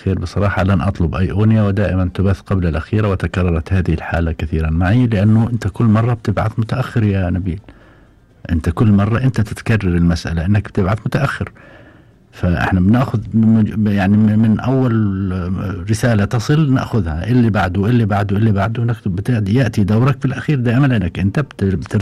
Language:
Gulf Arabic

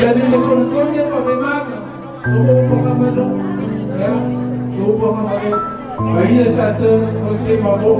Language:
Nias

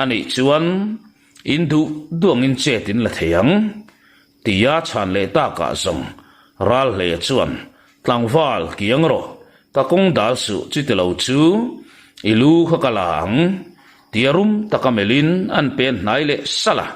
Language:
Mizo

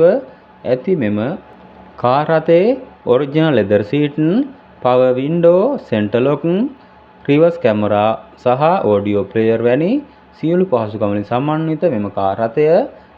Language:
Sinhala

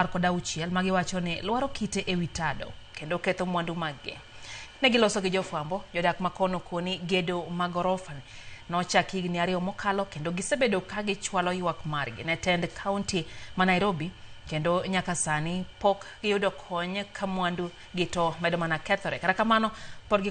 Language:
Luo (Kenya and Tanzania)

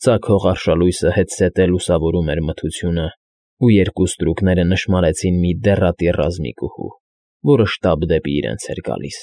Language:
Armenian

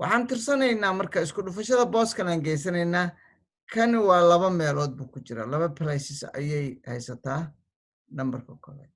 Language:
Somali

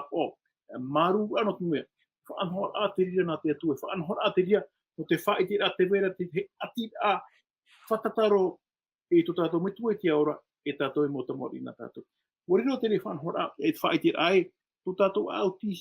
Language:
Tahitian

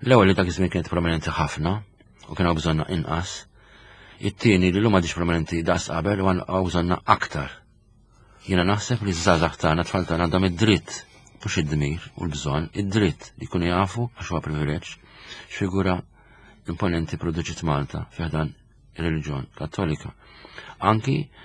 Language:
Maltese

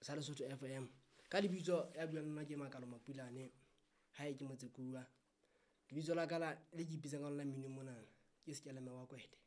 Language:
Southern Sotho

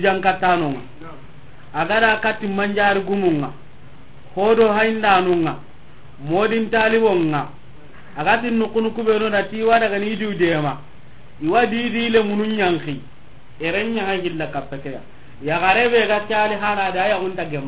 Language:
Soninke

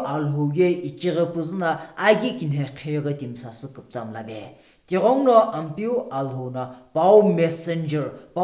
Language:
Sumi Naga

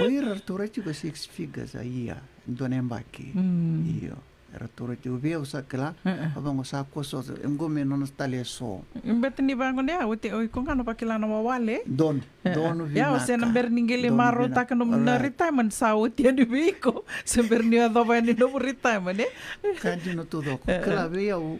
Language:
Fijian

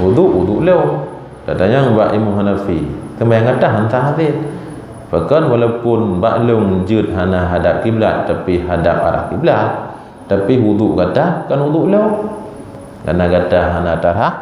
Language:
Achinese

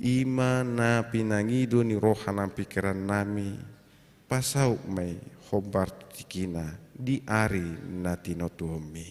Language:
Batak Toba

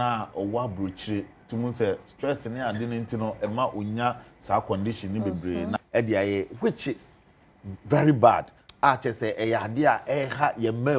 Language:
Akan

